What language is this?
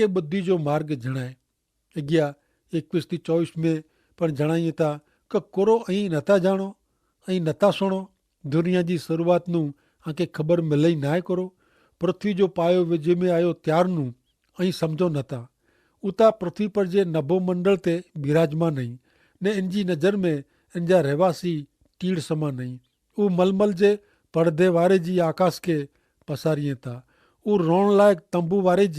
Kachhi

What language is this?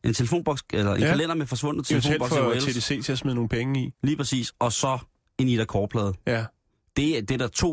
Danish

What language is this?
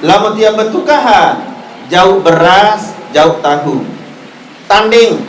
Sasak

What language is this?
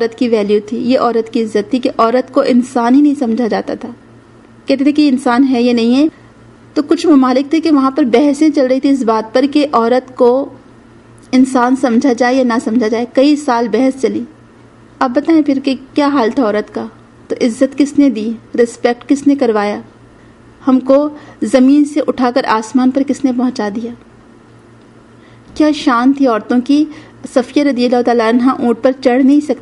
Urdu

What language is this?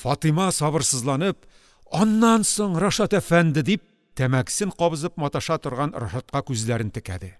Tatar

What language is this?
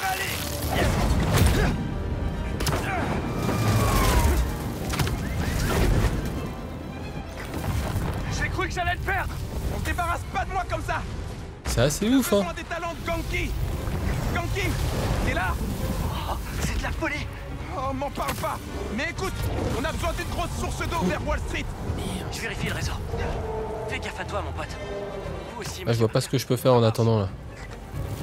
French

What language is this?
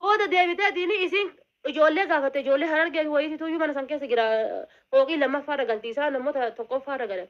Oromo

